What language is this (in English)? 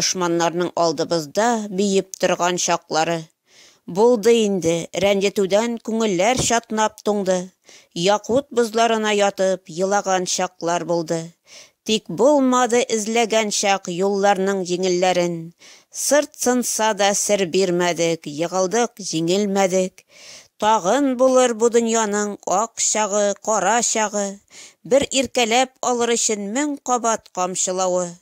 Tatar